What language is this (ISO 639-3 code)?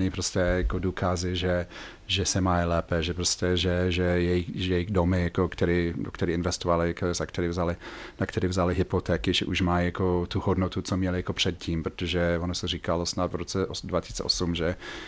ces